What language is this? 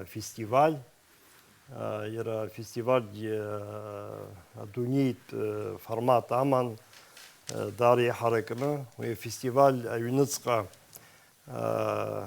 Abkhazian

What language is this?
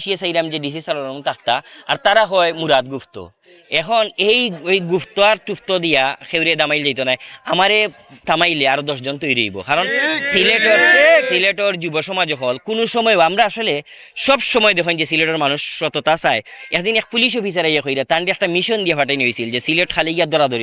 Sylheti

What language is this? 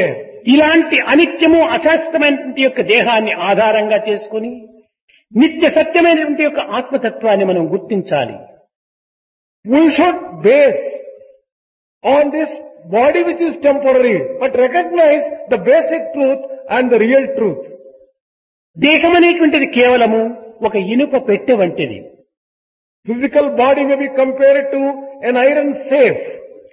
Telugu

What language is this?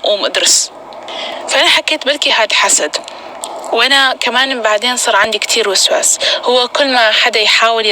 North Levantine Arabic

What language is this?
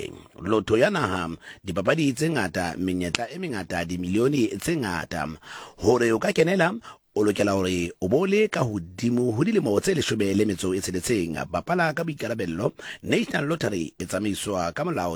Southern Sotho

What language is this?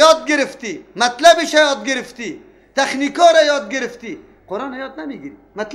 Persian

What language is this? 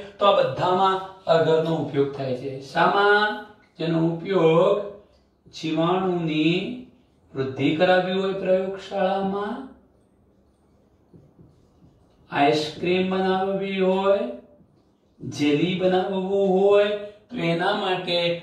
Gujarati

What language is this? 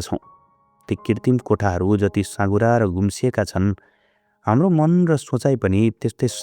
Nepali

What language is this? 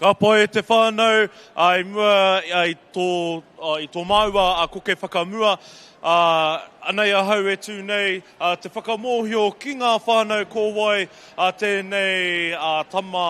Māori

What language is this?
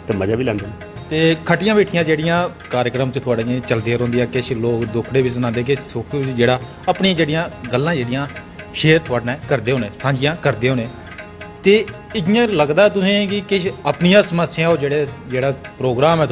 Dogri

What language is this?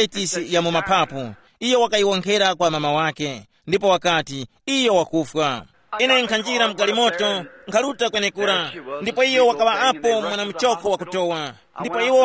Tumbuka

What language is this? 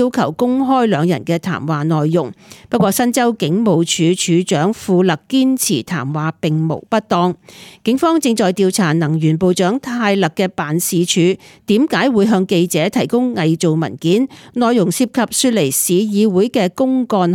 Cantonese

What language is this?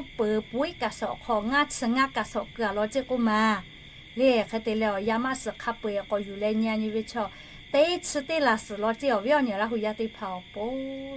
Lahu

